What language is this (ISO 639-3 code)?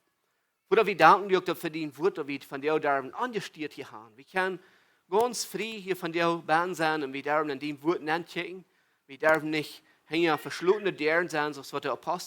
pdt